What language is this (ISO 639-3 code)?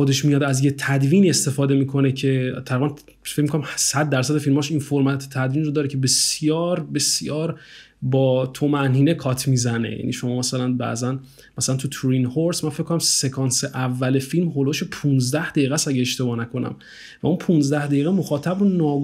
fas